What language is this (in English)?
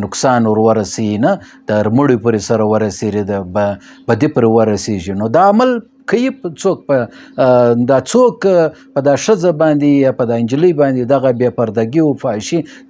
Pashto